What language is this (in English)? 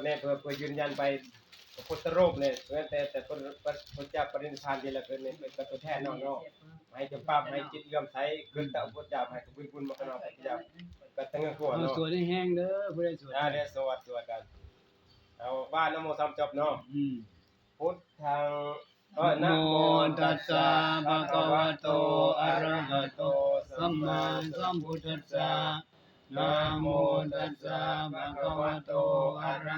Northeastern Thai